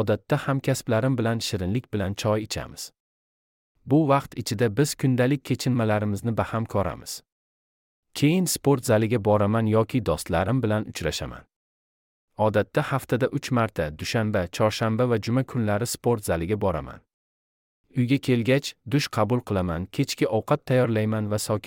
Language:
Uzbek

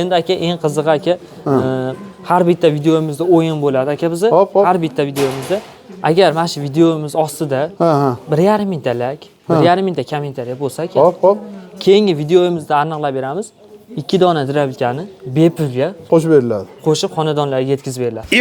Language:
Uzbek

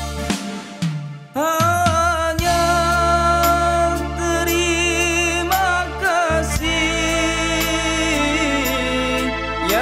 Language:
Indonesian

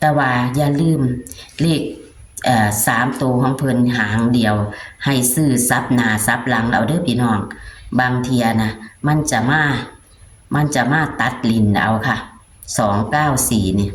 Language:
Northeastern Thai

